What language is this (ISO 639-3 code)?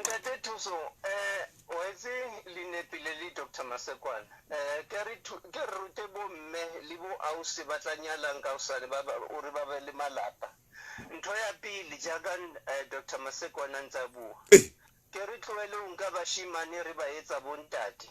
sot